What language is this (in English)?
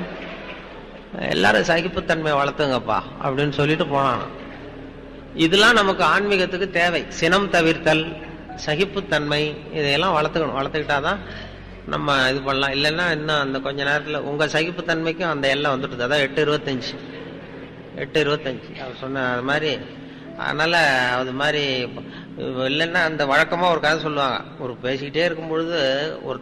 Tamil